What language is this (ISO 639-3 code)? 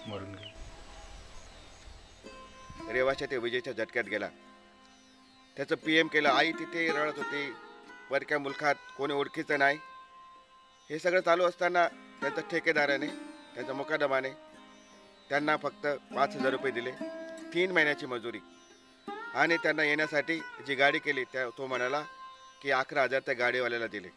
mar